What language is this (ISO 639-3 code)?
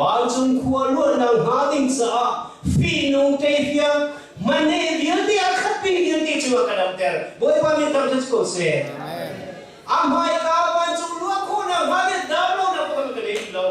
cnh